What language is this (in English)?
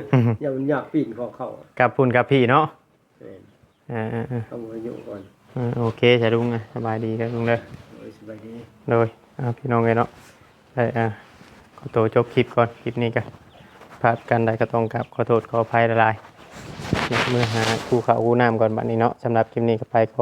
Northeastern Thai